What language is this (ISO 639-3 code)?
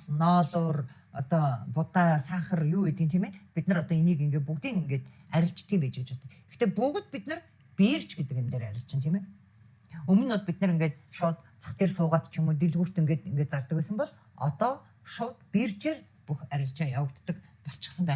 mon